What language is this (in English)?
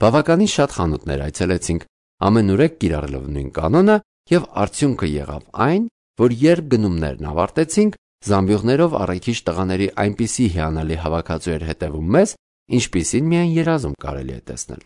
Armenian